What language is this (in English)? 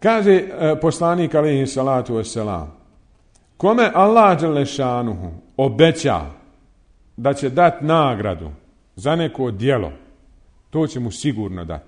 Bosnian